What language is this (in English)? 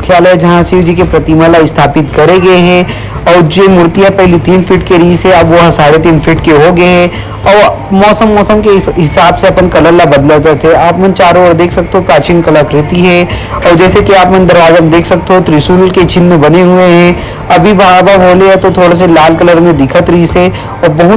Chhattisgarhi